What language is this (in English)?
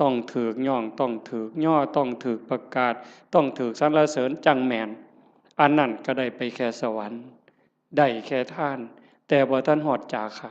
Northeastern Thai